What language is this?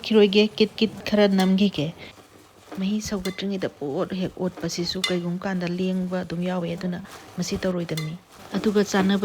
Manipuri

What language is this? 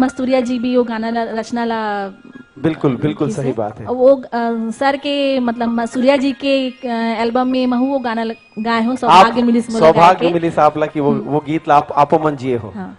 Chhattisgarhi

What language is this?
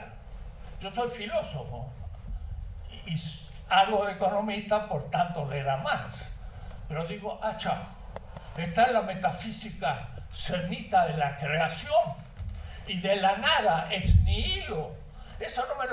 Spanish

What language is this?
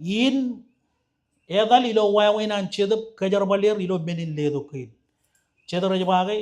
Marshallese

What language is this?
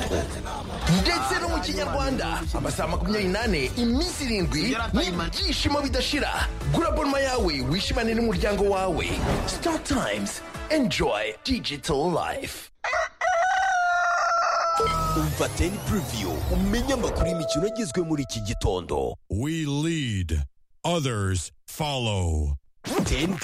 Kinyarwanda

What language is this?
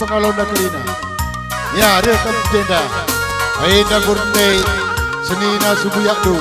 Batak Karo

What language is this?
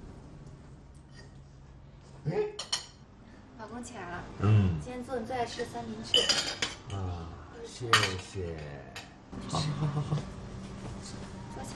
Chinese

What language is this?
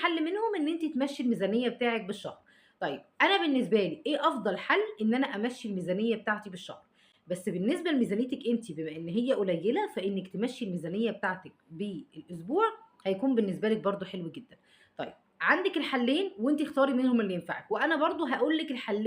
Egyptian Arabic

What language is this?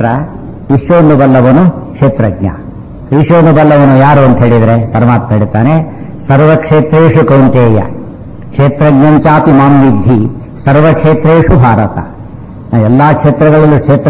Kannada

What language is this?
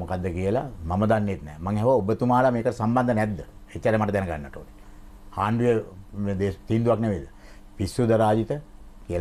Sinhala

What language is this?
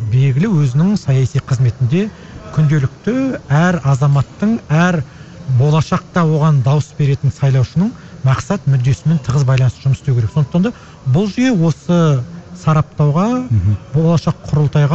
Kazakh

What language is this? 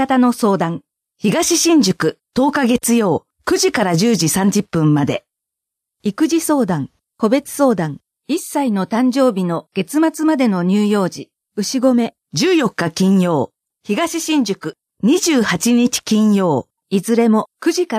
Japanese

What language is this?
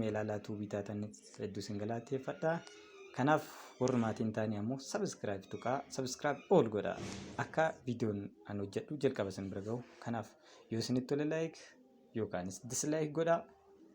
Oromo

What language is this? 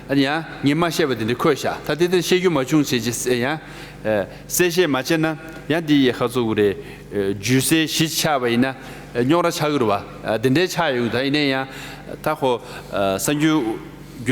Tibetan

